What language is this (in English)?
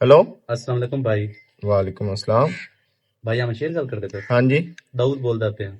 Western Panjabi